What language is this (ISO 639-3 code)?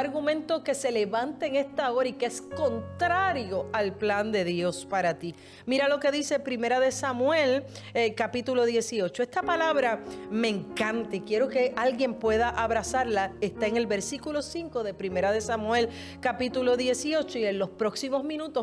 spa